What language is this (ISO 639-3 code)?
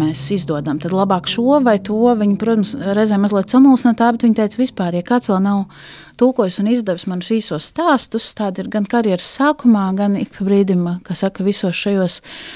lav